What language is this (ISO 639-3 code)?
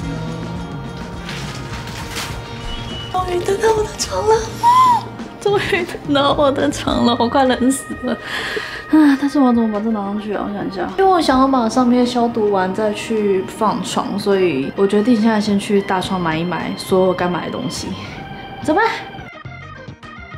zho